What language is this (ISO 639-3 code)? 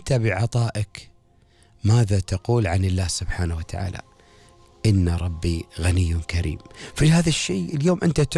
afb